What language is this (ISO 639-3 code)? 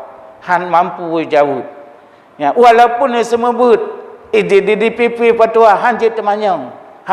ace